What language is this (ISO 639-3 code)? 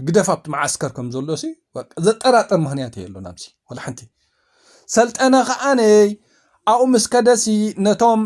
tir